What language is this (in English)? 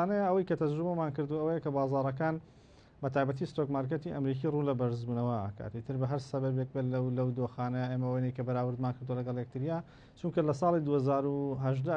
Central Kurdish